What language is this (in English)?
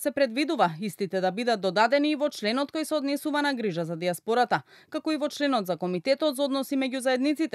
Macedonian